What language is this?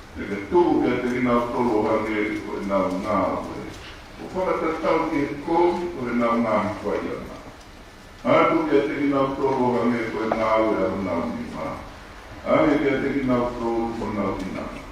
Tongan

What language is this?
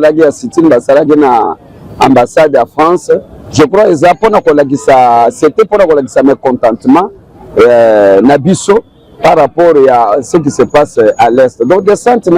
Lingala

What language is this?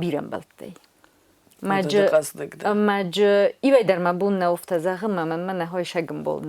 Ossetic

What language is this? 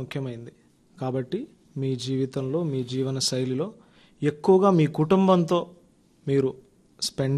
Telugu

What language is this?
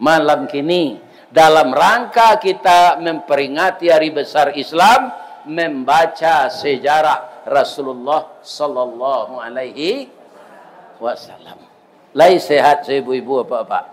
Minangkabau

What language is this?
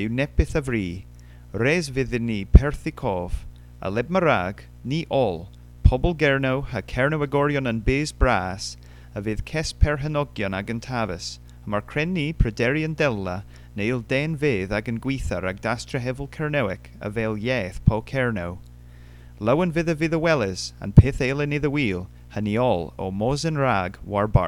Cornish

